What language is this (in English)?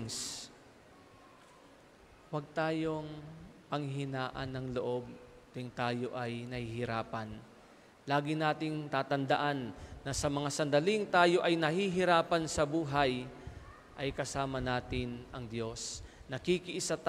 Filipino